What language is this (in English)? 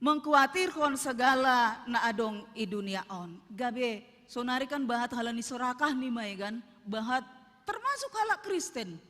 Batak Simalungun